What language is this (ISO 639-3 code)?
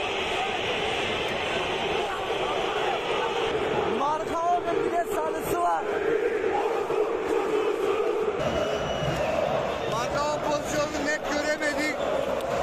tur